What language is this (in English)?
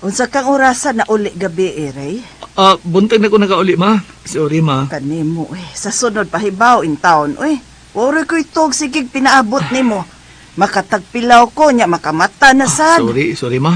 Cebuano